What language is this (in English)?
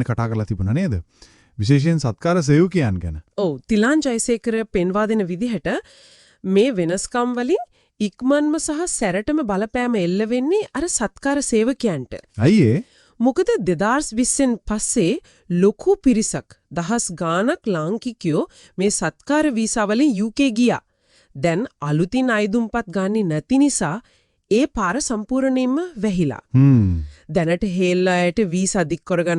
Sinhala